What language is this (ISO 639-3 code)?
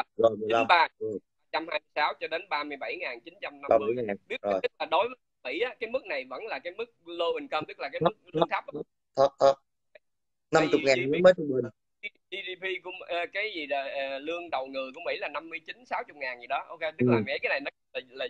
vie